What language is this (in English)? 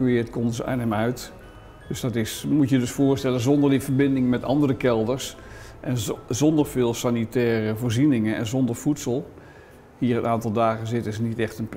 Dutch